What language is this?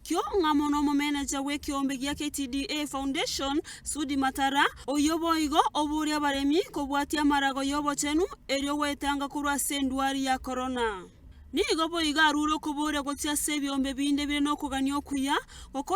Gusii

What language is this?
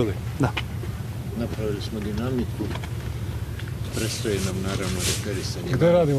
Serbian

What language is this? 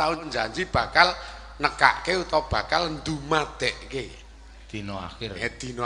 Javanese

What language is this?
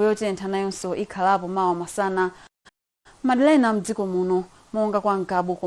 Nyanja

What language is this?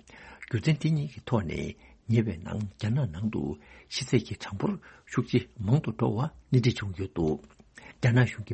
Tibetan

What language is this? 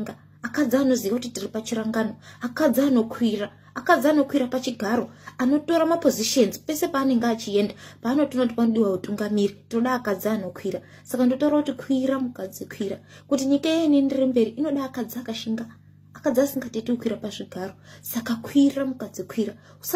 Shona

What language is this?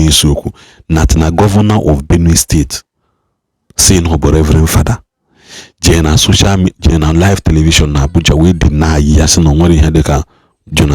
Igbo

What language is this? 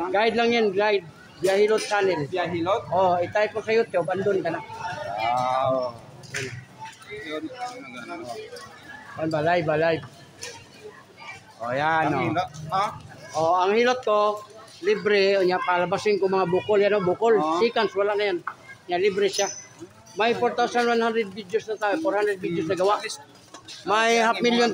Filipino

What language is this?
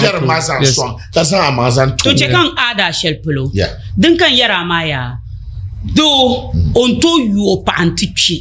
Dagbani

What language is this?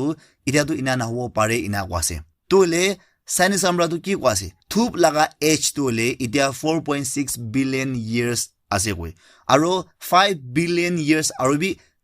Naga Pidgin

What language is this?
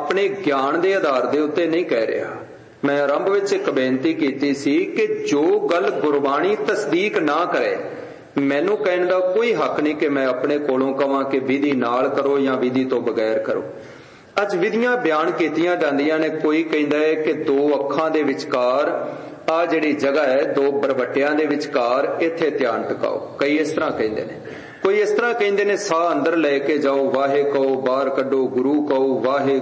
Punjabi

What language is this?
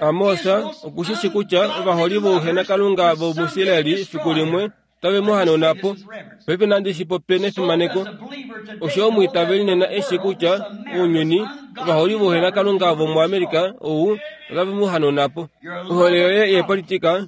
Kuanyama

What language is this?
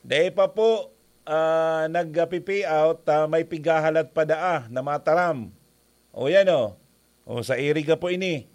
Bikol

